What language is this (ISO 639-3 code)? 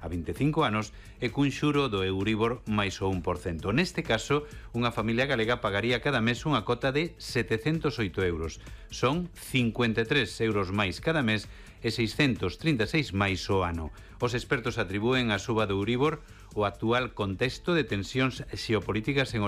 glg